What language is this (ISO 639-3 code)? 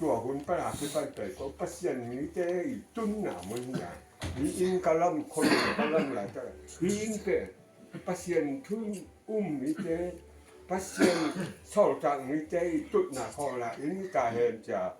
ctd